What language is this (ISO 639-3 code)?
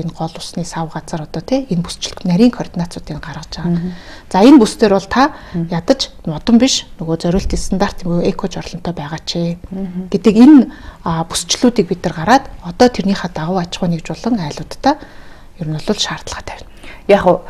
mon